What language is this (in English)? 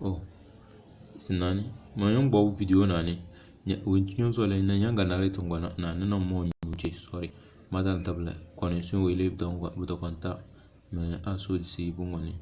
Tem